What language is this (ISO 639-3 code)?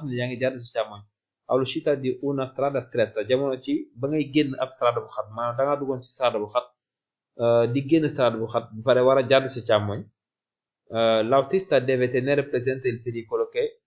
wol